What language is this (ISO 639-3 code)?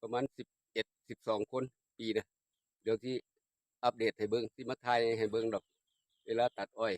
lao